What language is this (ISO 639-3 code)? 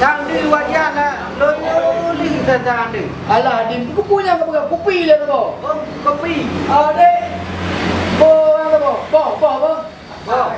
ace